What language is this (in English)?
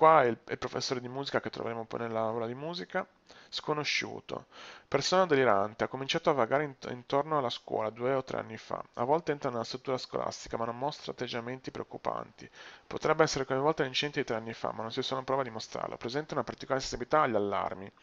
Italian